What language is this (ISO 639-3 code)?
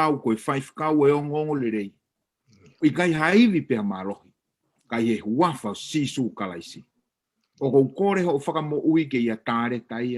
ton